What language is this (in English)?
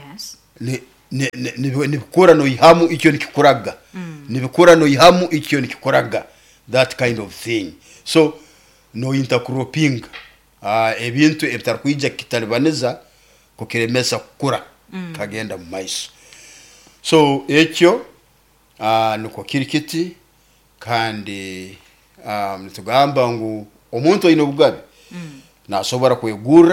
Nyoro